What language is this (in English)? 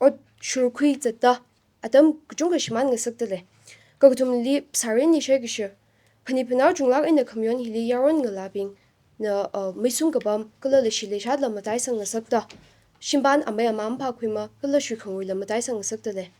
Tangkhul Naga (India)